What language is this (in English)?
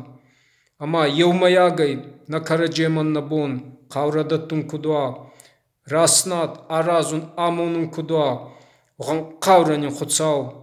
Ossetic